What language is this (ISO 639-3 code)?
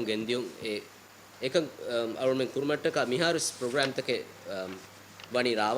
div